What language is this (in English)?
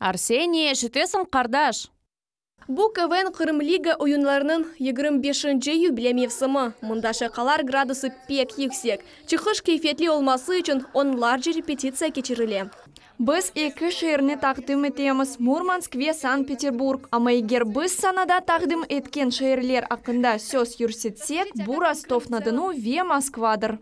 Crimean Tatar